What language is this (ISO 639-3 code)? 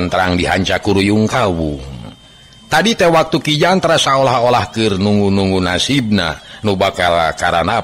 sun